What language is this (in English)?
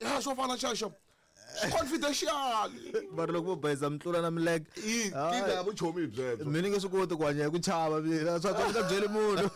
Tsonga